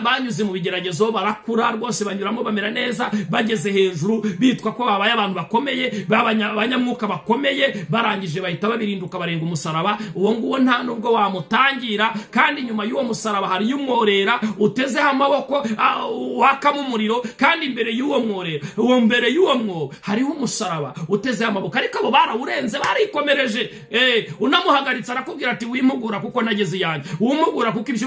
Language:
Kinyarwanda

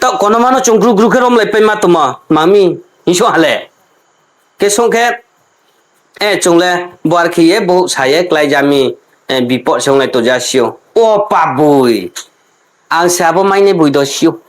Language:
Riang (India)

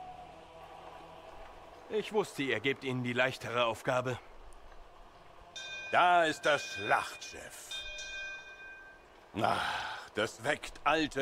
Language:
German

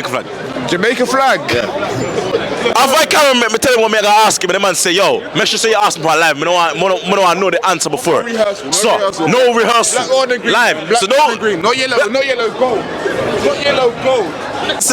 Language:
Jamaican Creole English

